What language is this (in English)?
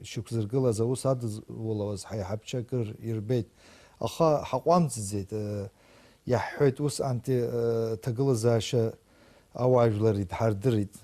Abkhazian